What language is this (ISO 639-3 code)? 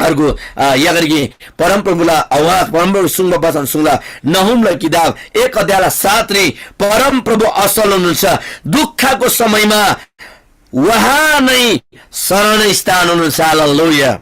taj